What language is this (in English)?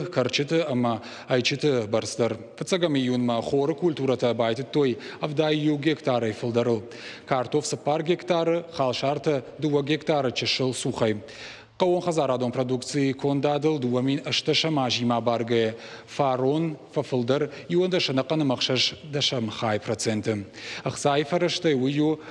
Ossetic